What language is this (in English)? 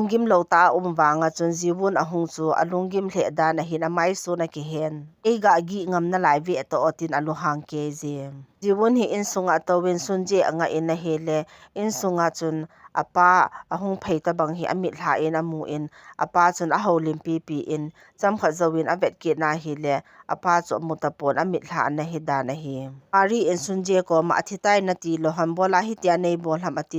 Thado Chin